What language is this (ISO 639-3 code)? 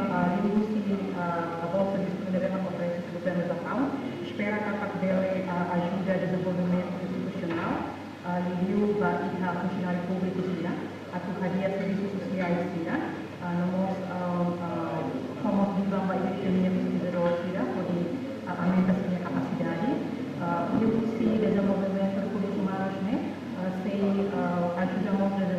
tet